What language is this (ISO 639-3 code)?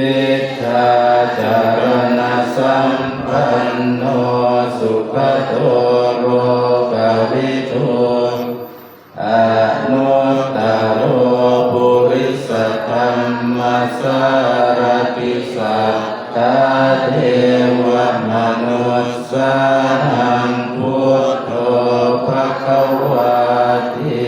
pli